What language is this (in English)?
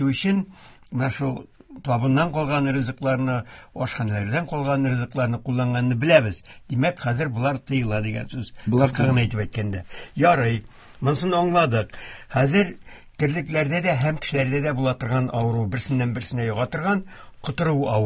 Tatar